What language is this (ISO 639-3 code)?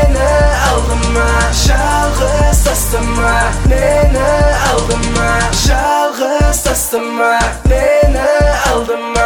kaz